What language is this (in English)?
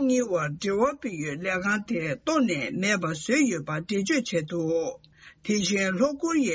Tibetan